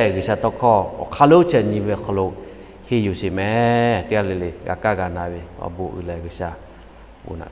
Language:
Lahu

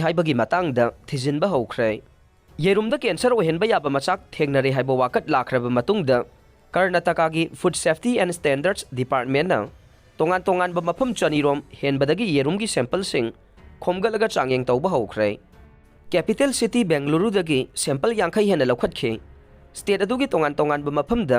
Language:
Manipuri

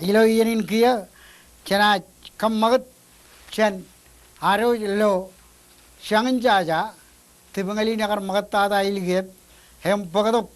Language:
Marshallese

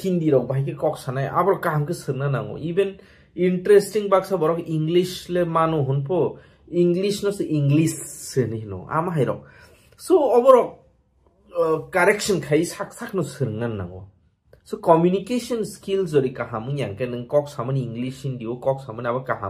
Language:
Kok Borok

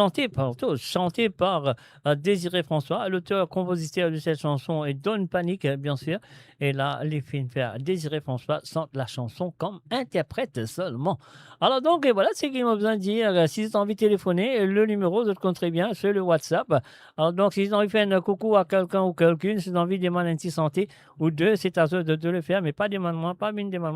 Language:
Morisyen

